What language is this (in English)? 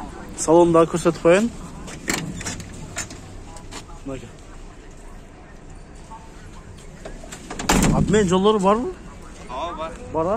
Kyrgyz